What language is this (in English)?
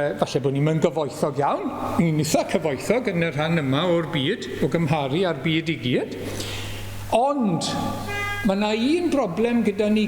Welsh